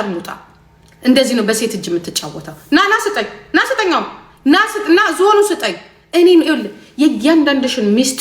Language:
Amharic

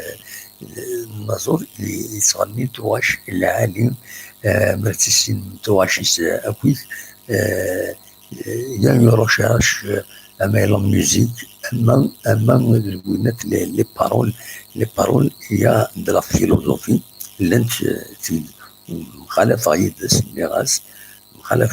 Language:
Kabyle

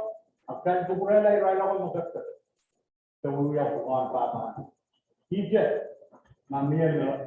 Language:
Pohnpeian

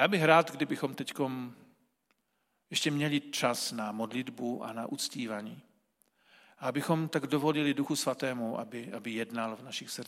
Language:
Czech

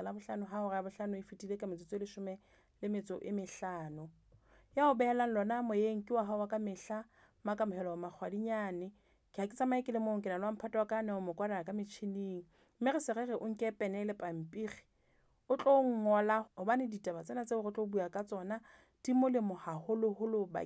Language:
Southern Sotho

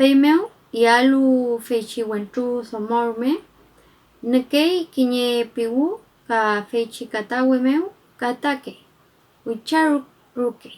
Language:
Mapuche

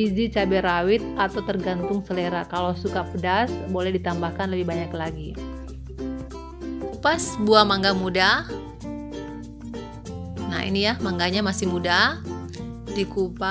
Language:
Indonesian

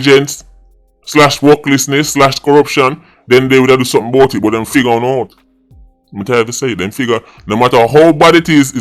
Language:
Jamaican Creole English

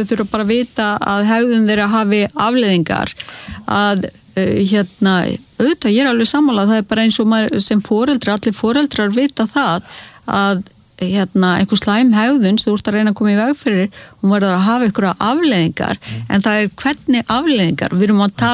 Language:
Icelandic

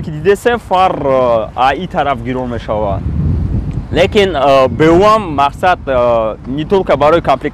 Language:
Tajik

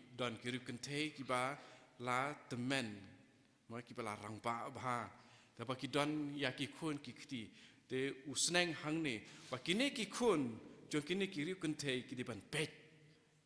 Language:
Khasi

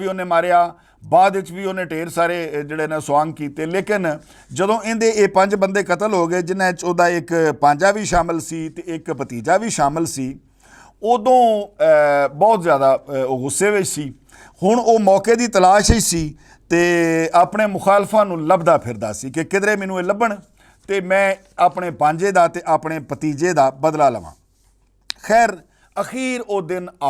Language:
Western Panjabi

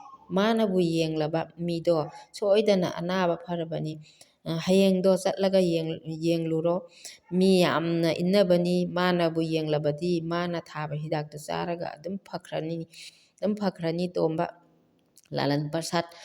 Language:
Manipuri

